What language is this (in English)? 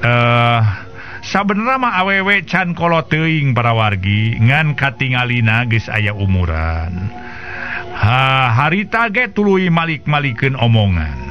Sundanese